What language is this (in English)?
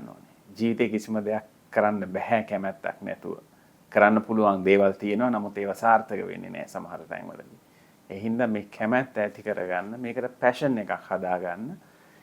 Sinhala